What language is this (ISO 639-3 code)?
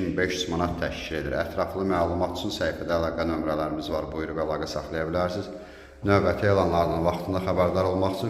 aze